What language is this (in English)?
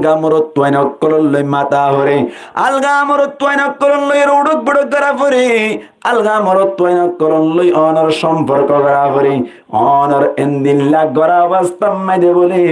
Rohingya